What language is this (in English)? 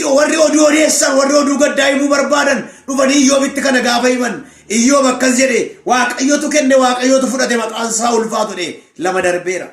Oromo